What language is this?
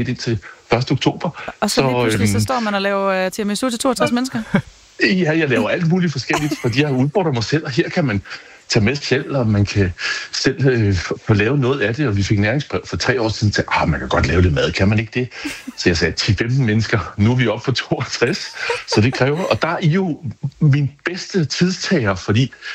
Danish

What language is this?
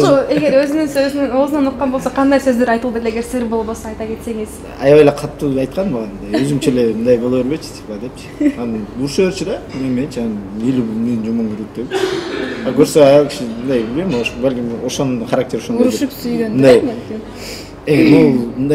Kyrgyz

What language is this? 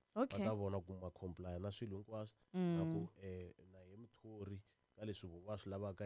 Tsonga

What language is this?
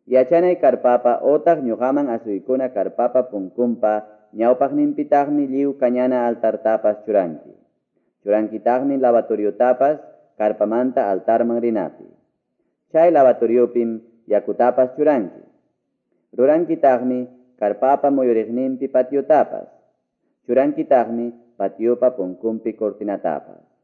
Quechua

